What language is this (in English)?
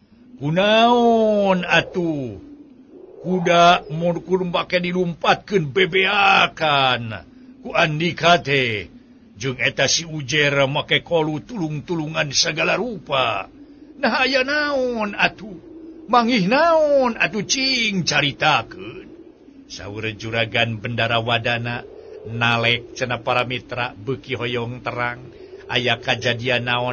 Sundanese